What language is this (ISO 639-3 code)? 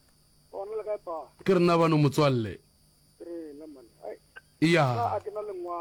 nso